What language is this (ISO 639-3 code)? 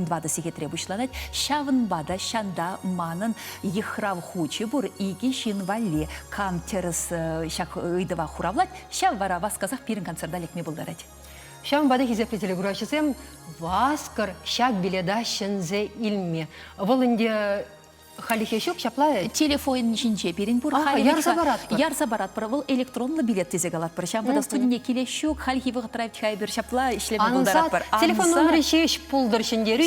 chv